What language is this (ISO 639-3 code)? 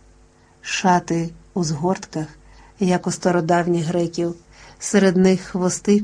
ukr